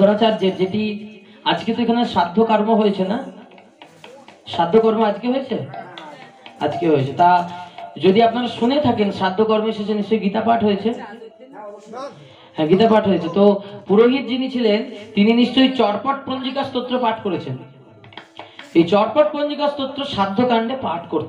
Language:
Bangla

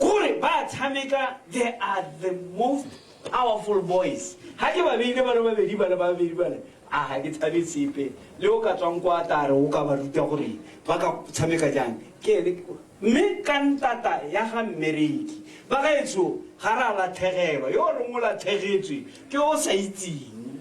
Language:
Tswana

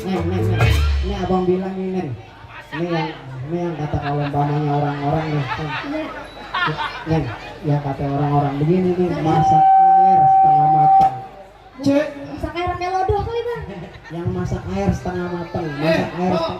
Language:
Betawi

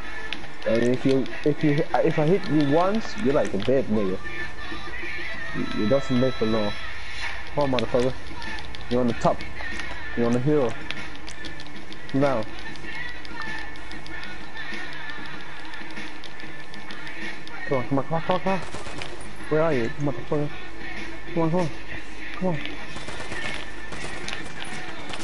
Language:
English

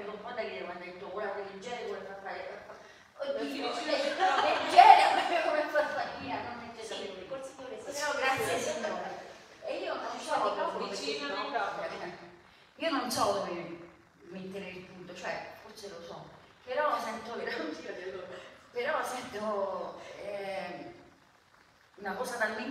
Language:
Italian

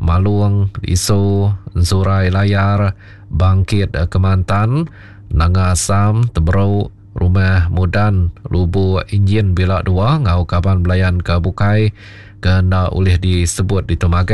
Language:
Iban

